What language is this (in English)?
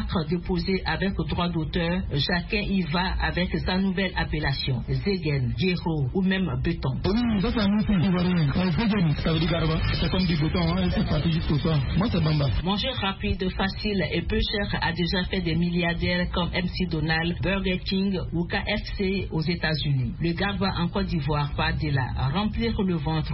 French